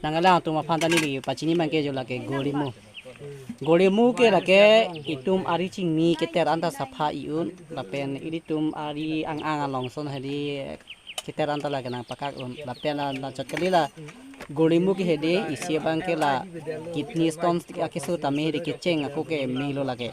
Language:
Karbi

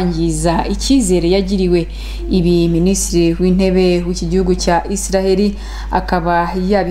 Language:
Kinyarwanda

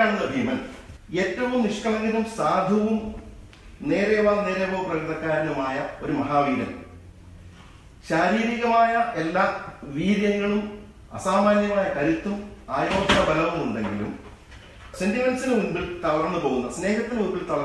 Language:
Malayalam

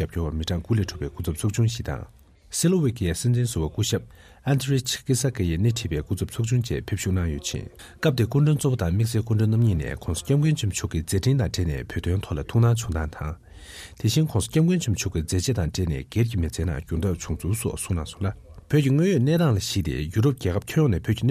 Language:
Tibetan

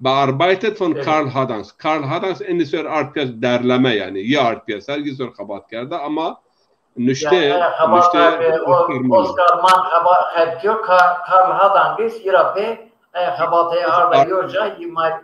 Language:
Zaza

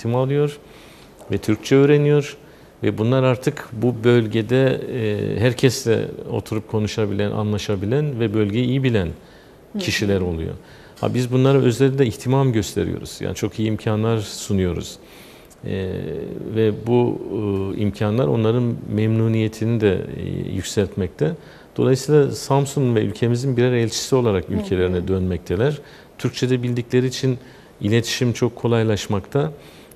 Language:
Turkish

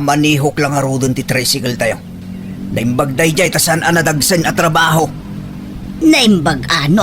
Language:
Iloko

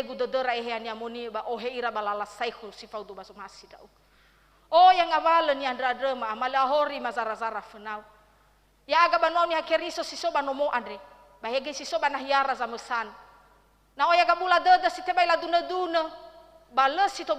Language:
Nias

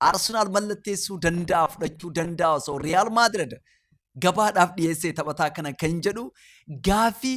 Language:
Oromo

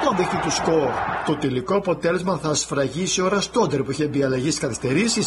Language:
Greek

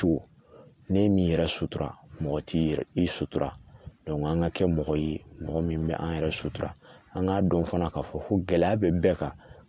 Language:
Bambara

